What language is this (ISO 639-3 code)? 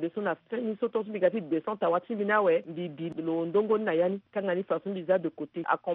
sag